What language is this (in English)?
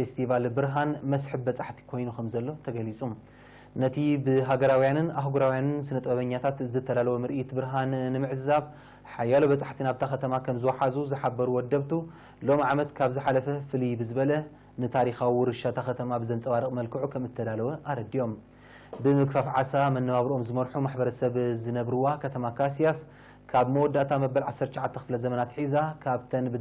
Tigrinya